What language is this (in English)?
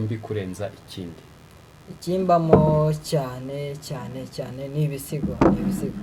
Kinyarwanda